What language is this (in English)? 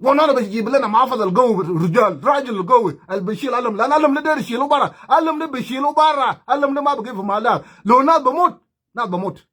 Nuer